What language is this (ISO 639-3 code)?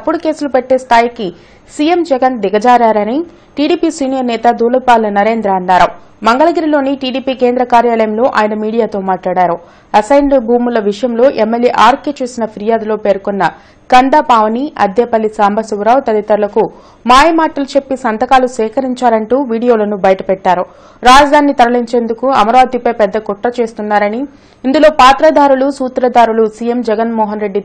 tel